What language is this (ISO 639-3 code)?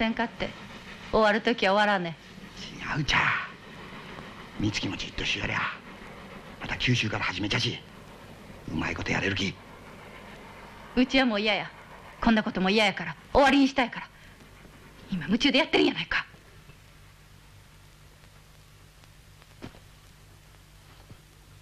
jpn